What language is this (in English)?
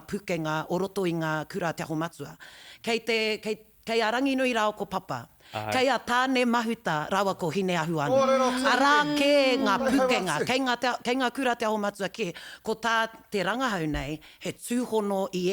Māori